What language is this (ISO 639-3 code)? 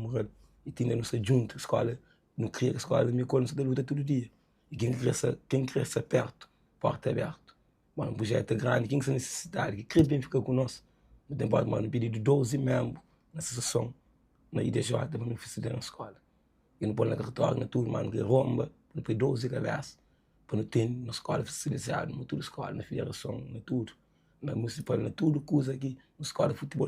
kea